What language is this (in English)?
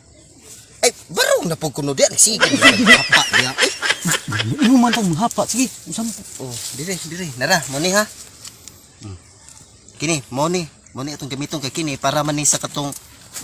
Cebuano